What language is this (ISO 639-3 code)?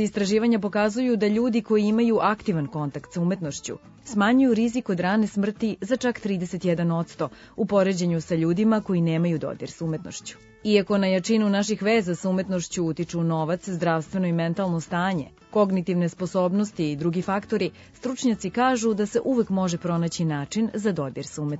srp